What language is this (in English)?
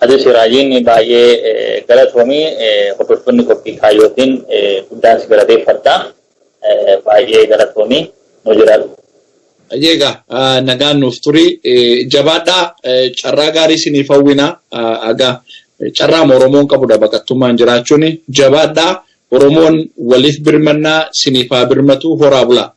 Oromo